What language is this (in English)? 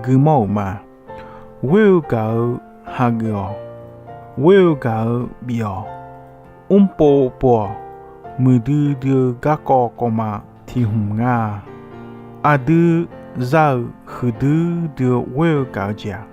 Akha